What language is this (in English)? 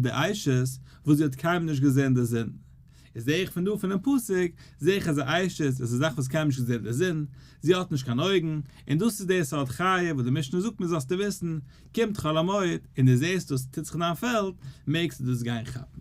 Yiddish